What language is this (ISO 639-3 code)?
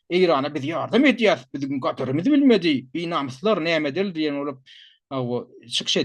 tuk